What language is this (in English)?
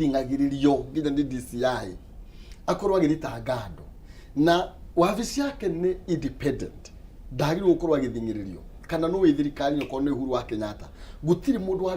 Kikuyu